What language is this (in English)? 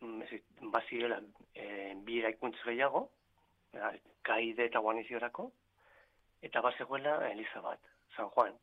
Basque